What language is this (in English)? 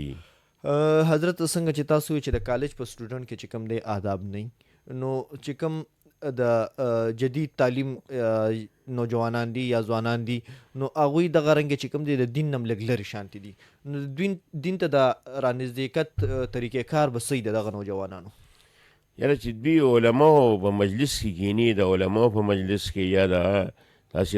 Pashto